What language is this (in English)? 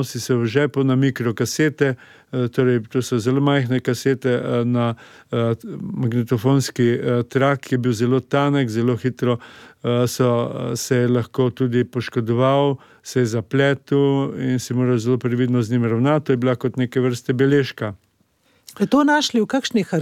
Slovenian